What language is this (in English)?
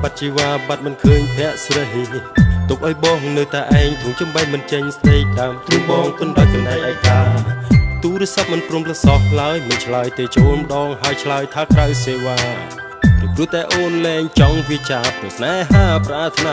Khmer